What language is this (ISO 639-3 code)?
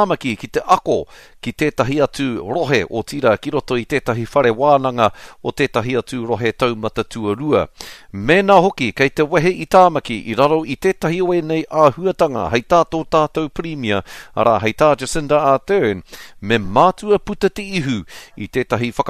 mri